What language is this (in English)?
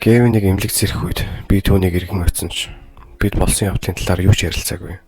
Mongolian